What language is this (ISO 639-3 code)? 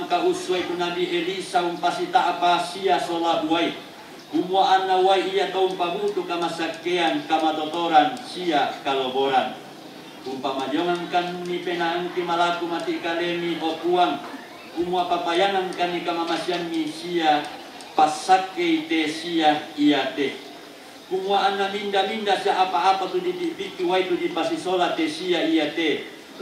sda